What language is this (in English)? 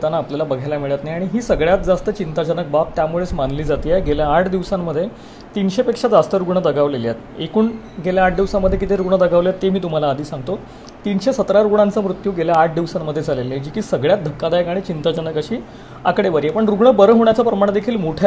Marathi